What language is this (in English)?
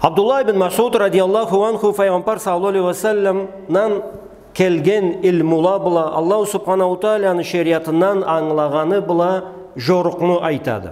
Karachay-Balkar